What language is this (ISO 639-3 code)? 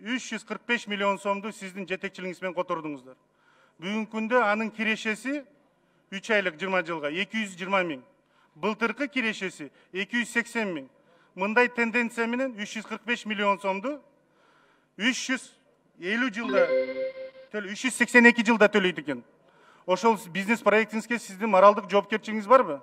kir